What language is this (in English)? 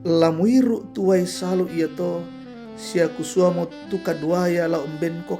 Toraja-Sa'dan